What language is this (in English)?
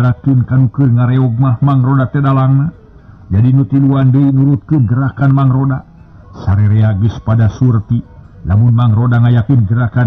Sundanese